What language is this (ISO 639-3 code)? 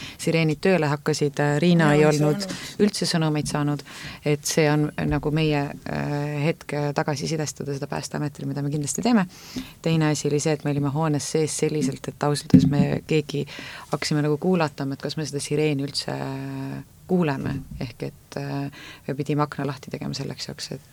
est